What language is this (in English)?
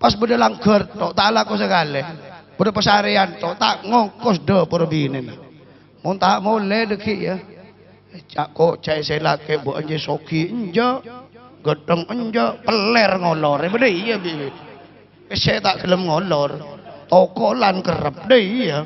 Madurese